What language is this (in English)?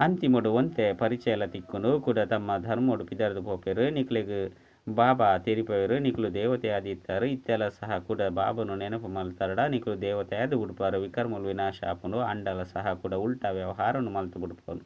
Tulu